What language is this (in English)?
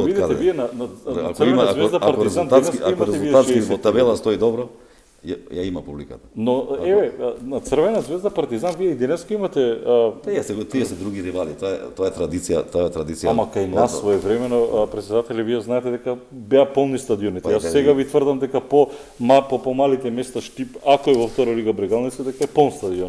Macedonian